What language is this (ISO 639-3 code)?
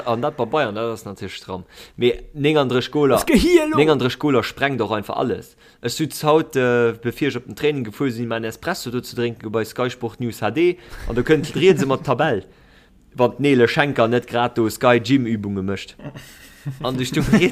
ltz